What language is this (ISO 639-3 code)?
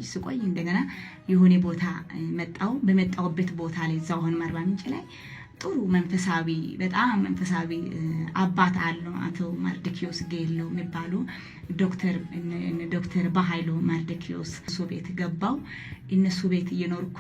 amh